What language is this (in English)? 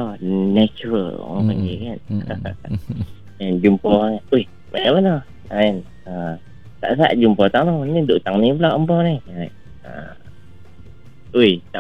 Malay